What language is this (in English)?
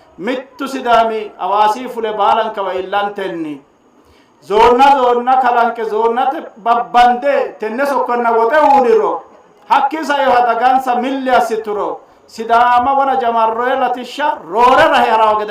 Sidamo